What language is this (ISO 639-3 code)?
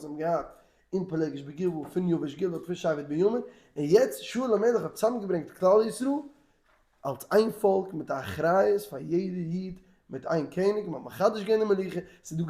yid